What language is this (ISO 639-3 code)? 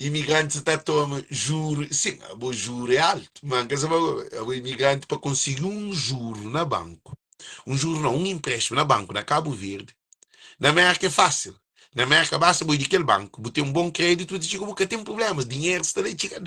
kea